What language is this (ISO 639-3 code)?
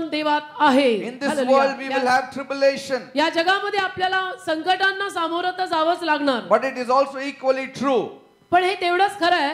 mar